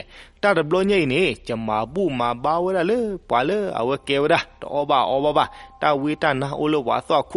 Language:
S'gaw Karen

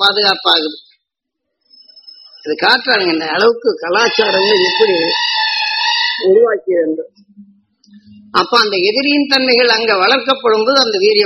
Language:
Tamil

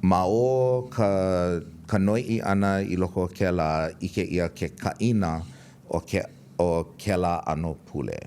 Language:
Hawaiian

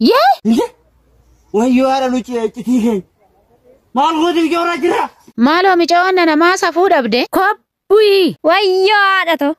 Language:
Oromo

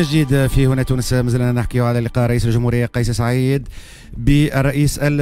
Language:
Tunisian Arabic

